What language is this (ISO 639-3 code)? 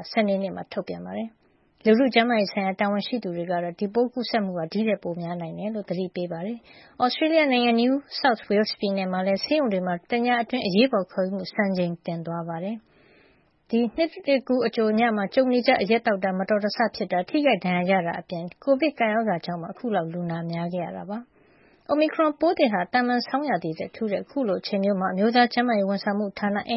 mya